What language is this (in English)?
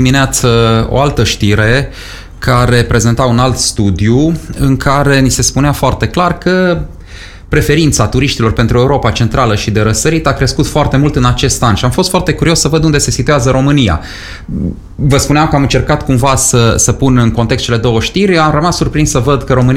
Romanian